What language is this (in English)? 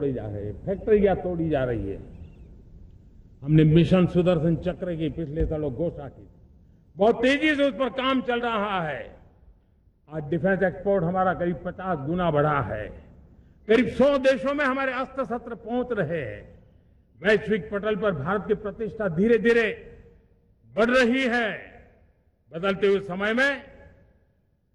Hindi